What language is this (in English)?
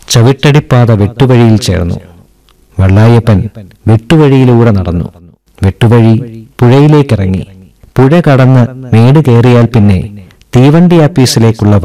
Malayalam